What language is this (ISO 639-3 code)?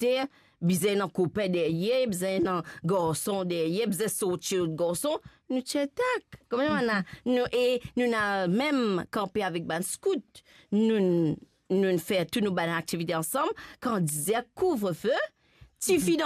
mfe